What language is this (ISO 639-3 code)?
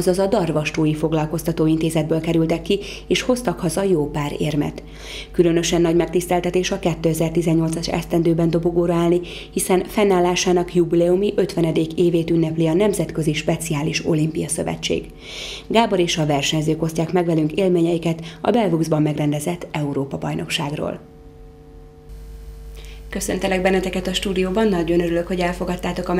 hun